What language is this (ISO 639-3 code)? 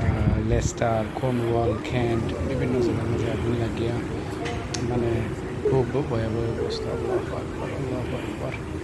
syl